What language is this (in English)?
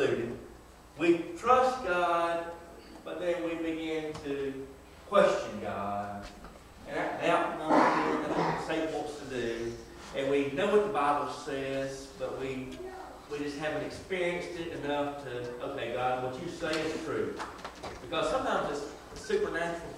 English